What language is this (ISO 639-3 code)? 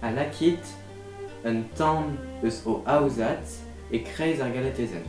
bre